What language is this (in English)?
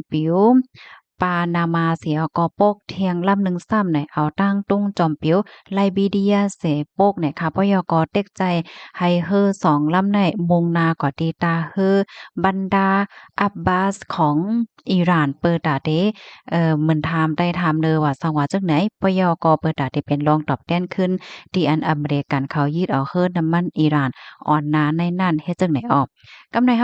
Shan